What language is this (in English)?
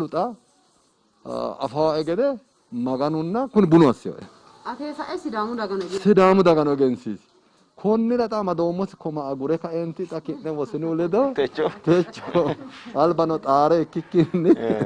Sidamo